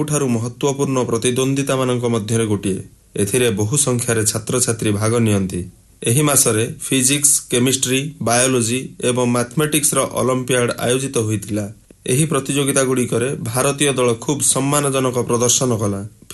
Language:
Odia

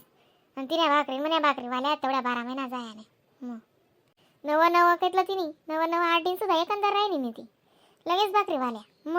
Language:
Khandesi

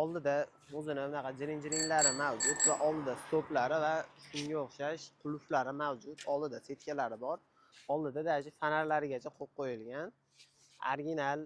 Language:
Uzbek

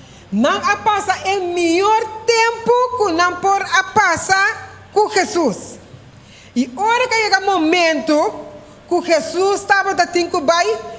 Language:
Papiamento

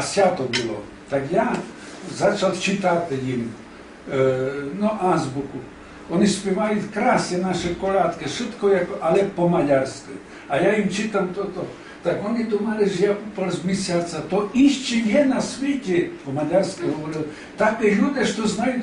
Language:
Rusyn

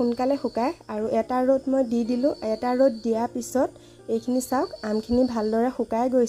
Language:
Assamese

